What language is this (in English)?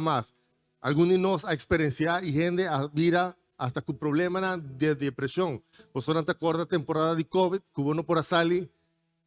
Papiamento